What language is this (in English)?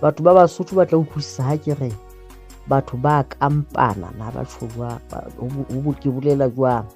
Southern Sotho